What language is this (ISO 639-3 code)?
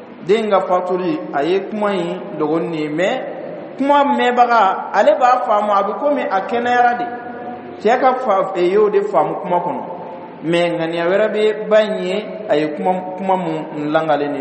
dyu